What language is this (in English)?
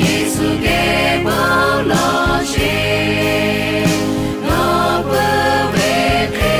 Lahu